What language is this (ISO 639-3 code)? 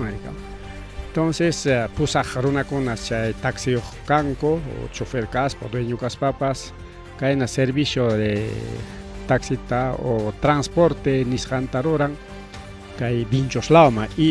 quy